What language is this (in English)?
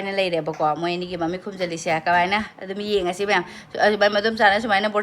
Manipuri